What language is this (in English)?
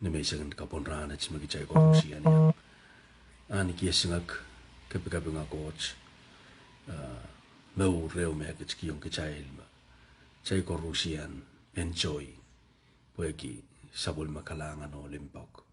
Pohnpeian